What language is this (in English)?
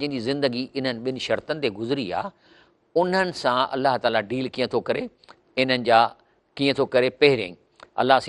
Sindhi